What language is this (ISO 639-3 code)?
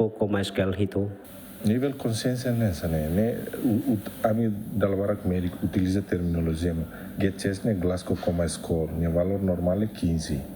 tet